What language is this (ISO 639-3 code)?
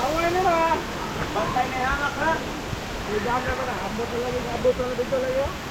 ceb